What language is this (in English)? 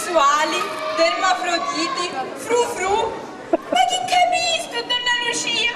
Sicilian